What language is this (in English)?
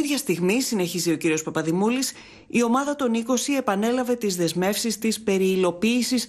Greek